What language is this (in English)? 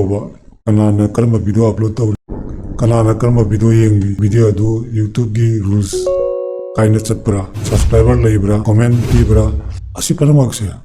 Manipuri